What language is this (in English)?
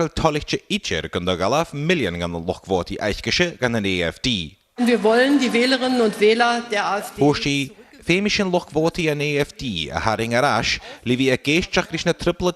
Scottish Gaelic